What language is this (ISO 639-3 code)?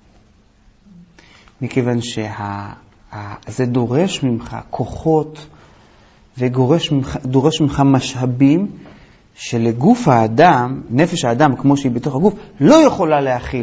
heb